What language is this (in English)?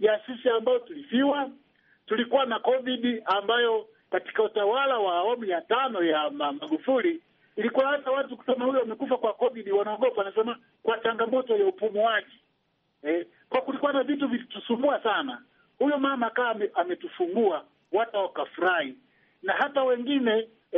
Swahili